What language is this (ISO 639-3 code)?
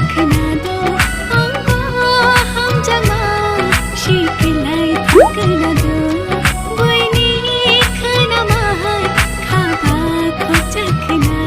trp